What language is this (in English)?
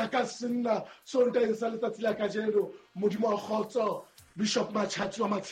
Southern Sotho